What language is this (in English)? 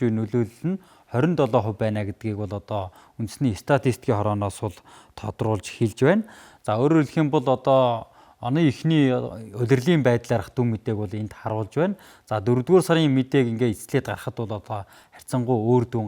Mongolian